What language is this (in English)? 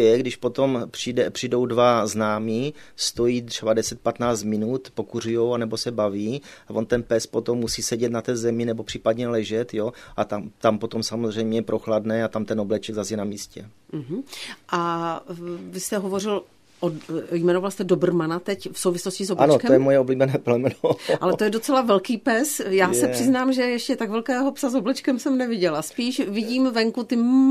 Czech